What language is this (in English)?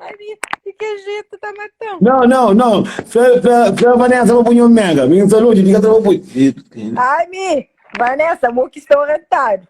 Kabuverdianu